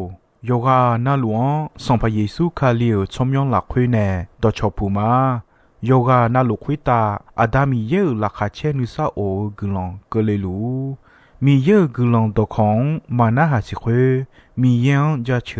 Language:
Akha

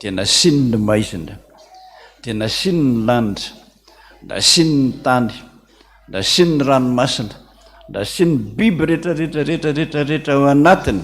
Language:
Malagasy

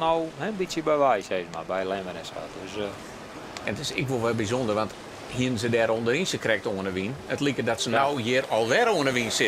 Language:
Western Frisian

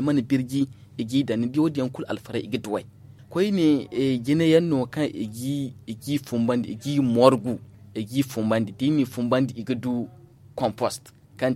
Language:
Zarma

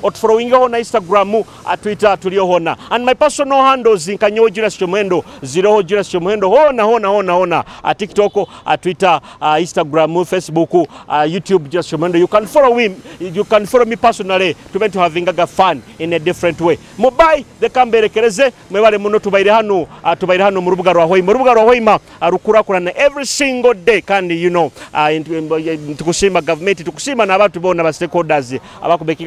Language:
Nyoro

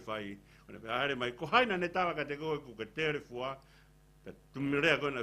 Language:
Tongan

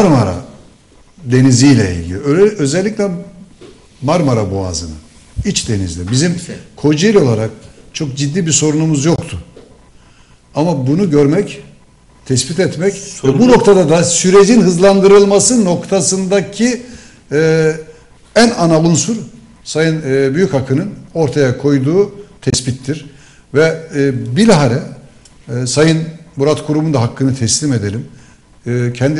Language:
Turkish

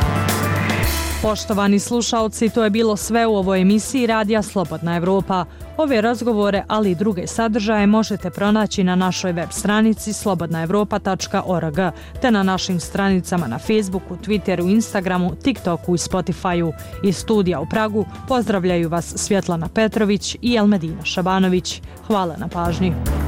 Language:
Bosnian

